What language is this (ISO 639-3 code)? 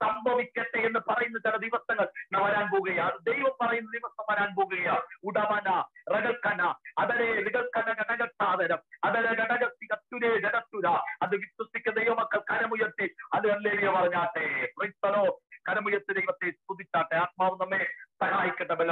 mal